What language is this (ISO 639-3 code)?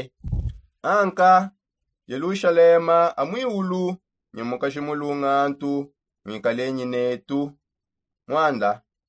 sop